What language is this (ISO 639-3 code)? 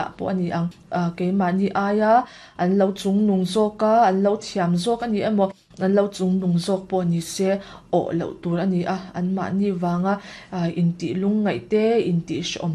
lus